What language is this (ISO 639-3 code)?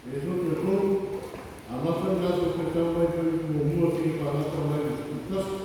smo